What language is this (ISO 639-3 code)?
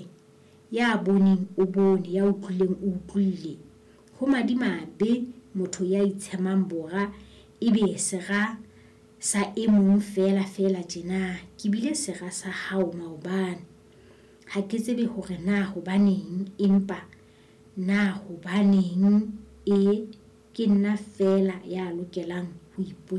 sot